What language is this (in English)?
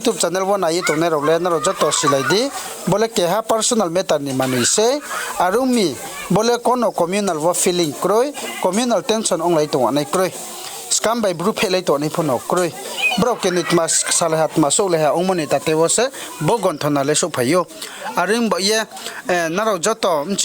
Riang (India)